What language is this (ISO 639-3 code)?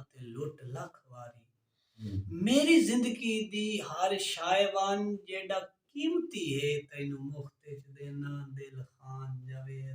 skr